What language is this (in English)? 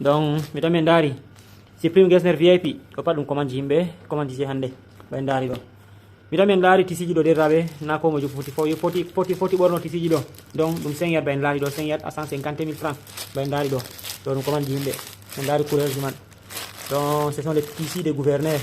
Fula